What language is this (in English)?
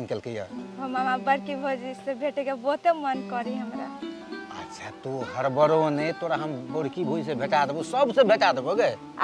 Maithili